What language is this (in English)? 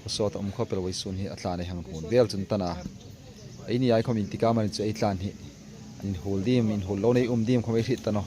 Hmar